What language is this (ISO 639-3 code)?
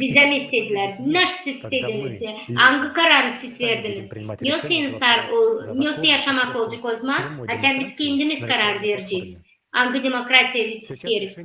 gag